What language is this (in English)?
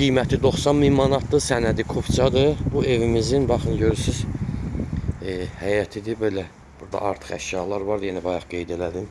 Azerbaijani